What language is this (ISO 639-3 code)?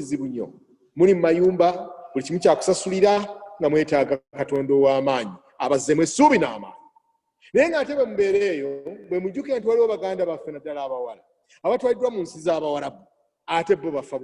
lug